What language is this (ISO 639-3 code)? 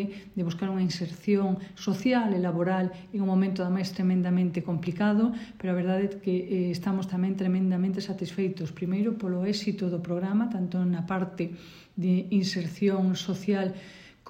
glg